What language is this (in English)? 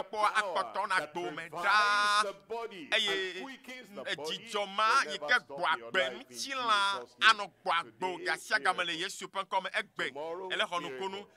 Ewe